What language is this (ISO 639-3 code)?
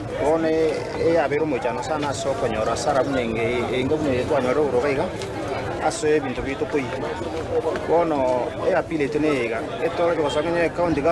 guz